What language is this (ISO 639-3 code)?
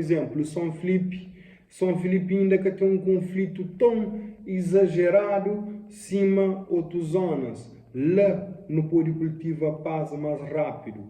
kea